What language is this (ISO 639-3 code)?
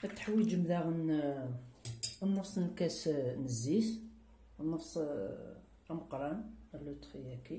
kab